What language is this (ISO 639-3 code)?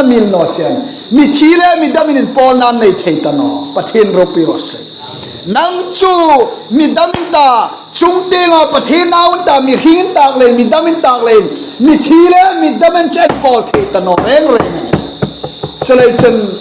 hmr